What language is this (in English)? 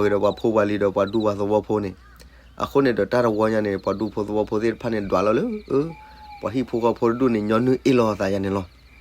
S'gaw Karen